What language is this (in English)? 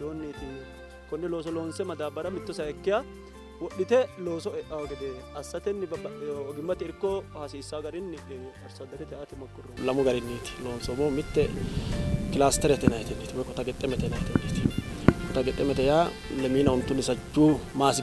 Sidamo